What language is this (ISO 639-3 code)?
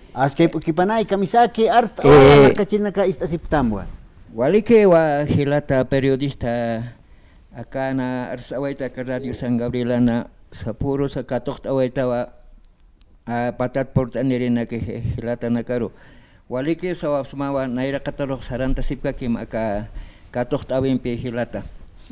aym